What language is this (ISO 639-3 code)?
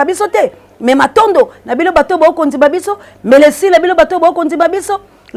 lin